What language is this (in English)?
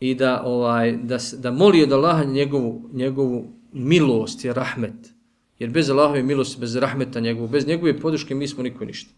Bosnian